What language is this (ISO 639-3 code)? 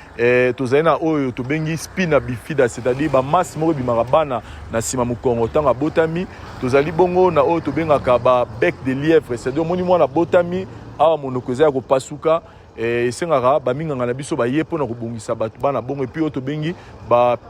lin